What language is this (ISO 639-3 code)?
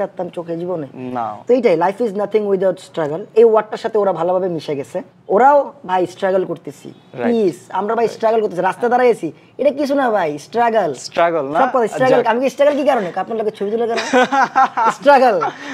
ben